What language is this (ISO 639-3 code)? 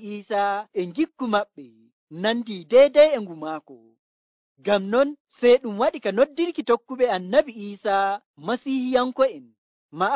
fuv